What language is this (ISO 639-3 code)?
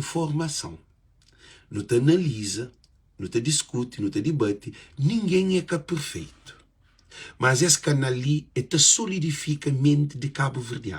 kea